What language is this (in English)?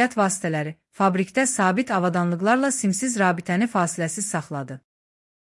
Azerbaijani